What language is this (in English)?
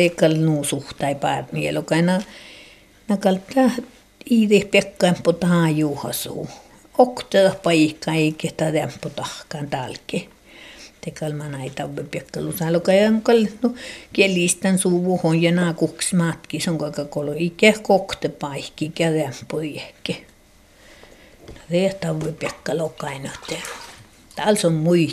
Finnish